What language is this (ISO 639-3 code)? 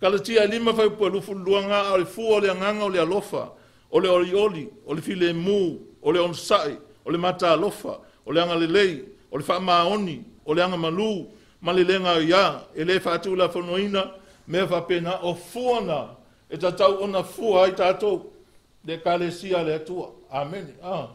smo